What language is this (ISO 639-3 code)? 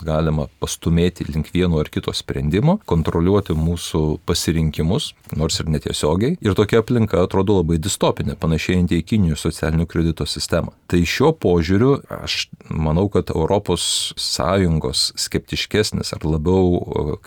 lit